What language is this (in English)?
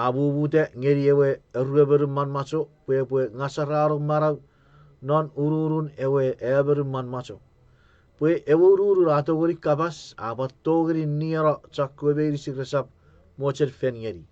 Chuukese